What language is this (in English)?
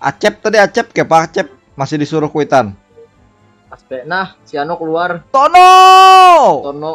Banjar